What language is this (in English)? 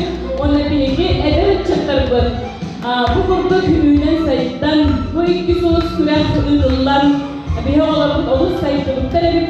Yakut